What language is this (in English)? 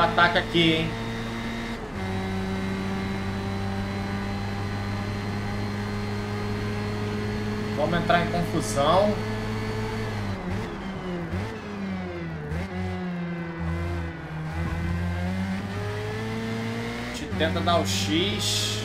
Portuguese